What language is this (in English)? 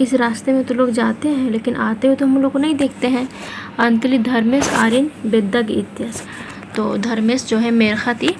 Kurukh